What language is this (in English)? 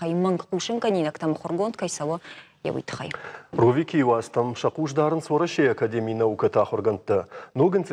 Ossetic